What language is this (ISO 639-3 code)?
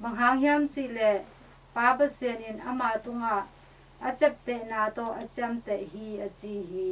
ctd